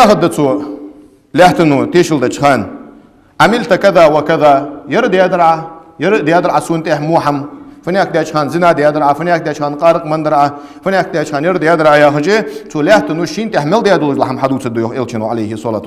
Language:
Ingush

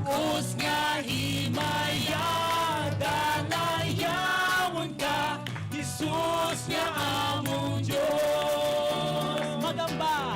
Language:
Hiligaynon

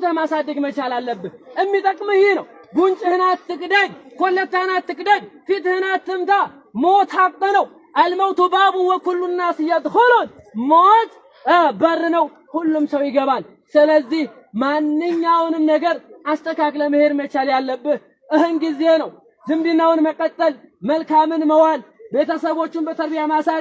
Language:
Amharic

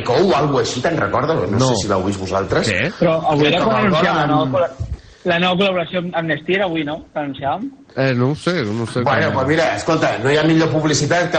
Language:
Catalan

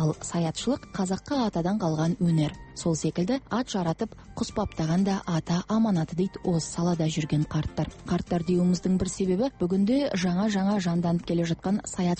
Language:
Kazakh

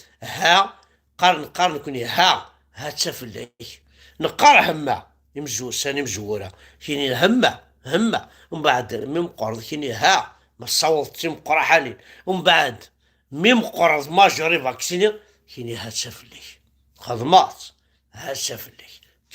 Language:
Kabyle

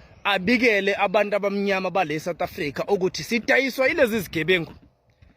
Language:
Zulu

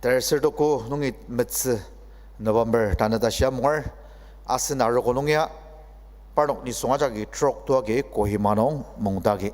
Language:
Ao Naga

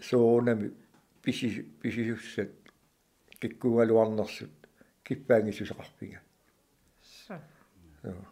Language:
Kalaallisut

